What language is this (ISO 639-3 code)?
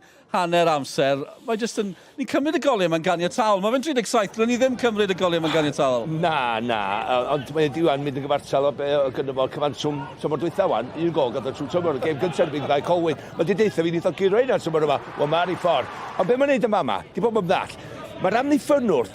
cym